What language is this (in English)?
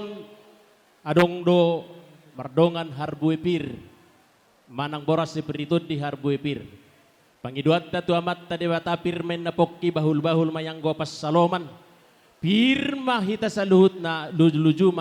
Batak Toba